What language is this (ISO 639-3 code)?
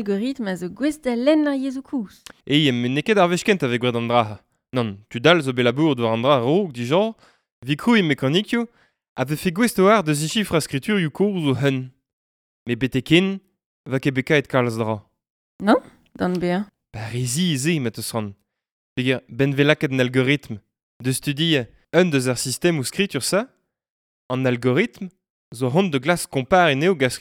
bre